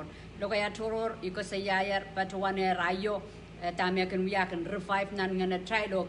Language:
Pohnpeian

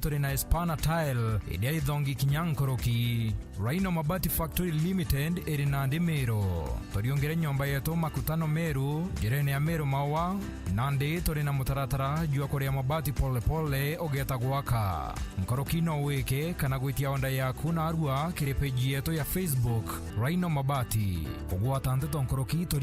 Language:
Meru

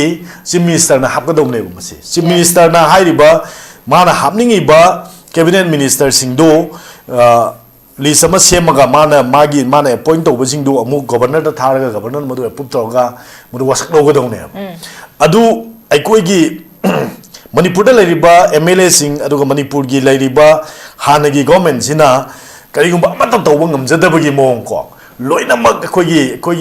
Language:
Manipuri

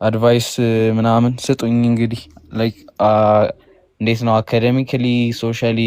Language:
Amharic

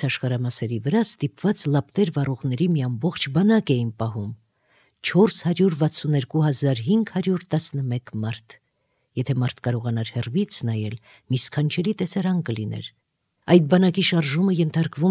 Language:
Armenian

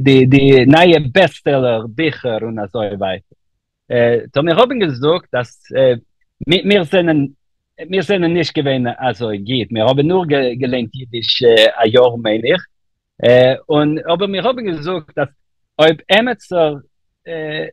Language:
Yiddish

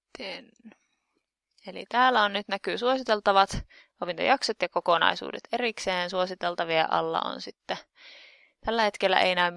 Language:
Finnish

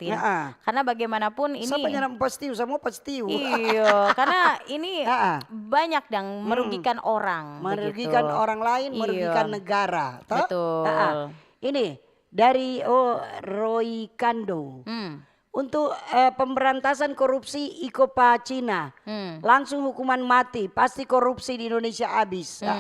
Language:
Manado Malay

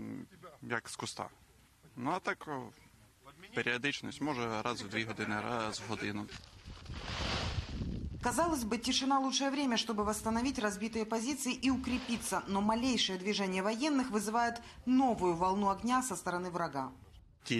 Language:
Russian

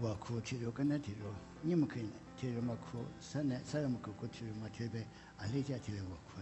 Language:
Lisu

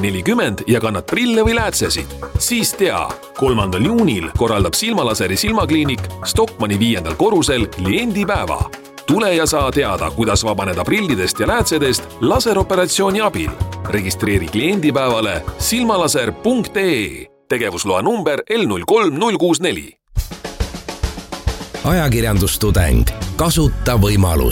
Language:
Estonian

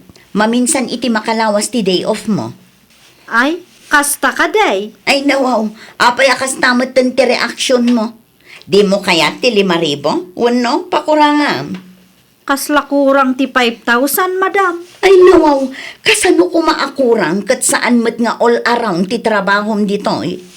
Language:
Iloko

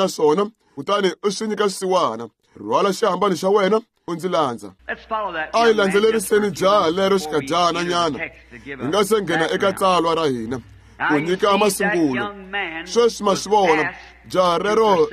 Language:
Tsonga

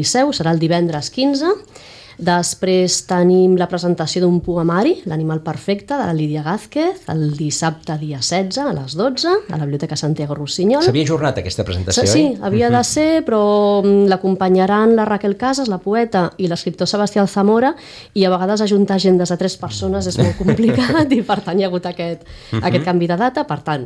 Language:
Catalan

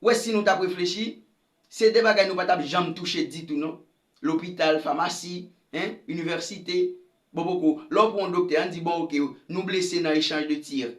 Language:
Haitian Creole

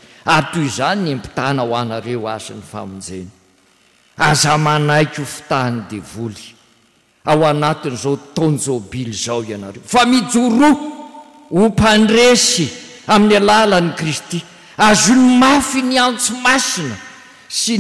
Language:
Malagasy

